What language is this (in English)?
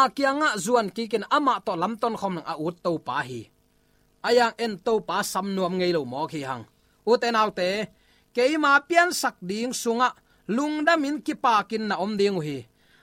Tedim Chin